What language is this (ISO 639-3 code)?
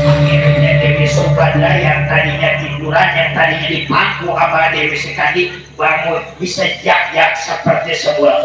bew